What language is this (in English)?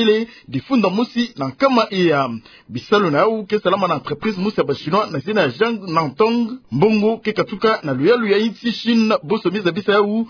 Kituba (Democratic Republic of Congo)